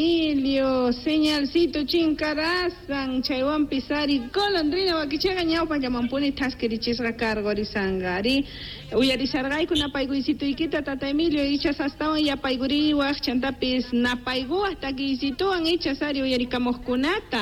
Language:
Quechua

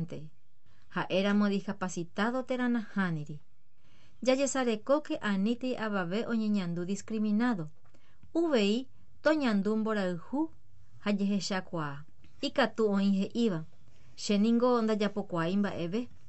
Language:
Guarani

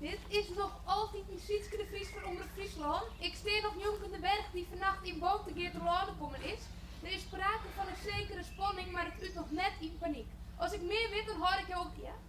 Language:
Western Frisian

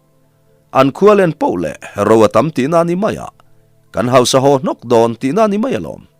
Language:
Mizo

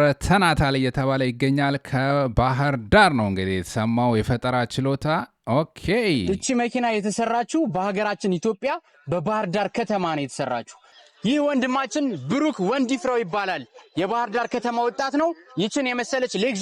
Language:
Amharic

